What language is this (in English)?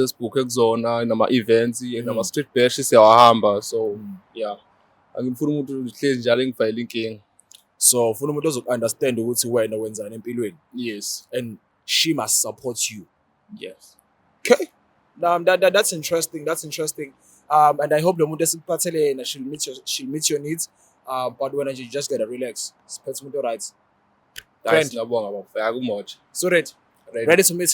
Zulu